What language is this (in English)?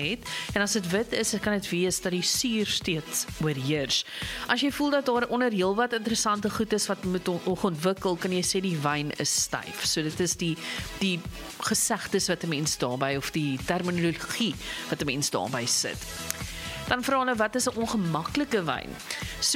Afrikaans